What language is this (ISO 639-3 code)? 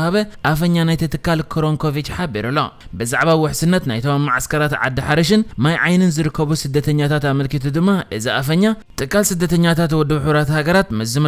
tir